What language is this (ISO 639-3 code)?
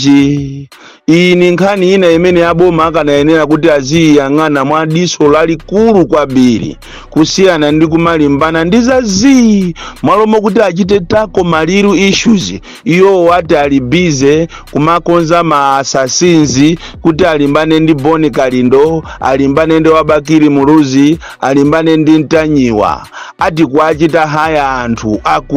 nya